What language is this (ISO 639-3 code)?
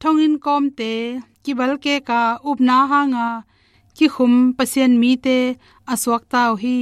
ctd